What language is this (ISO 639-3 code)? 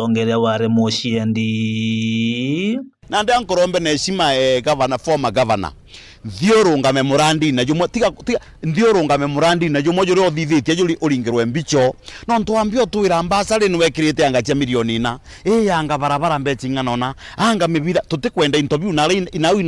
mer